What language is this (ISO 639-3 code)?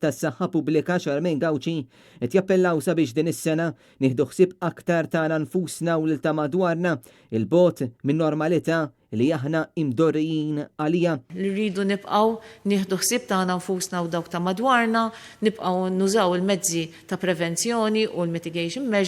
mlt